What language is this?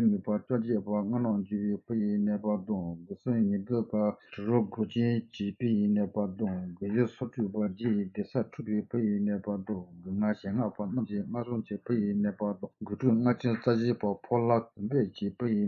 Tibetan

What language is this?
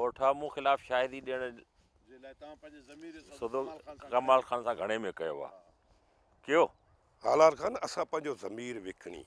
Sindhi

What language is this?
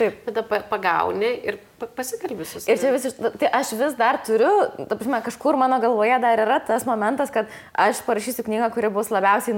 Lithuanian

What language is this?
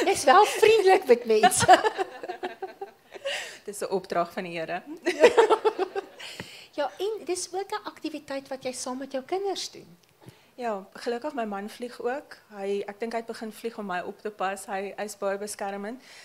Afrikaans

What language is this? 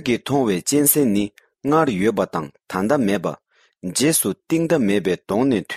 Tibetan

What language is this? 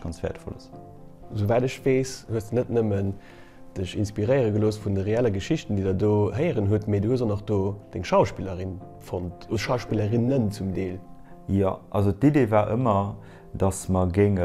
Luxembourgish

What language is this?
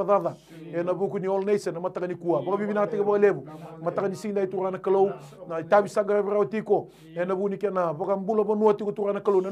Fijian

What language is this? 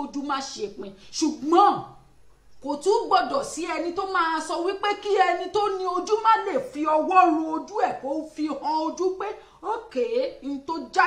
Yoruba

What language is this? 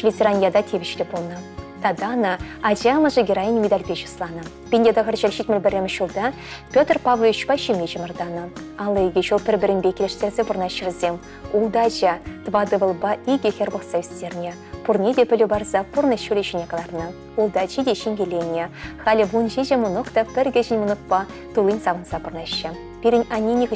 Chuvash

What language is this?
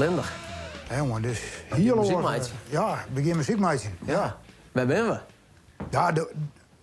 Western Frisian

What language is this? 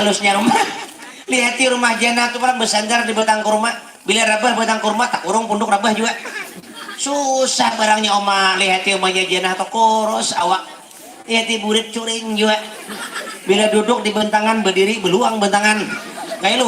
Banjar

